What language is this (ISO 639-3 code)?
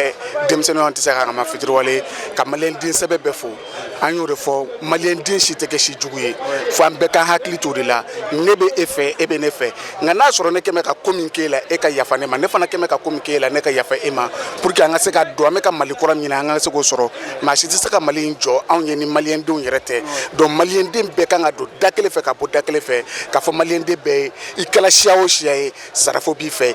bam